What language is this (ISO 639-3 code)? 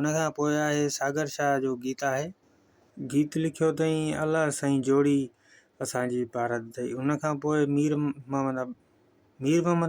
snd